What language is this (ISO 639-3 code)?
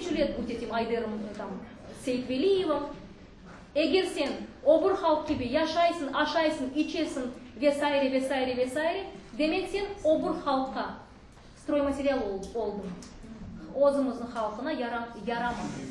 crh